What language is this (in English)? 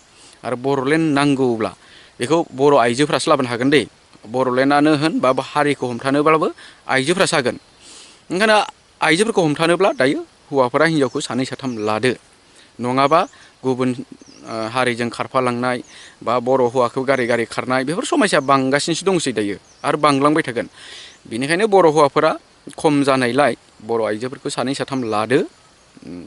Bodo